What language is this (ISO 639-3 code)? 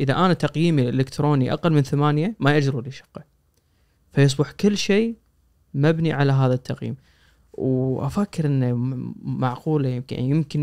ars